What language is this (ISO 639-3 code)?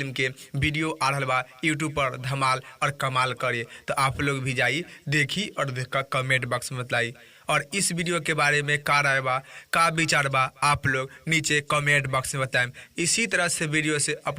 bho